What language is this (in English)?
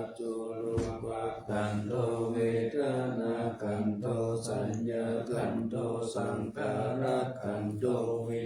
Pali